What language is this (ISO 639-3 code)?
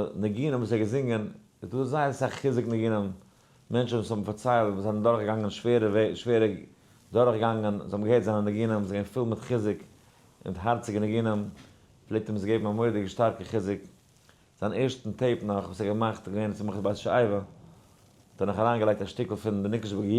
yid